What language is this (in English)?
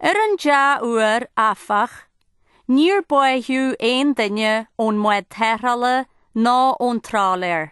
Irish